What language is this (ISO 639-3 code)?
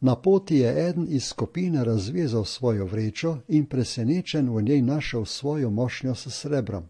slv